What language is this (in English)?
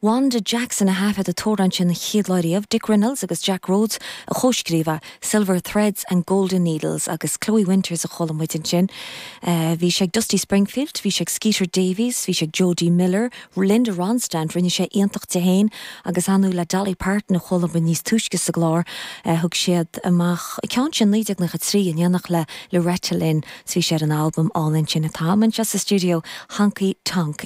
Irish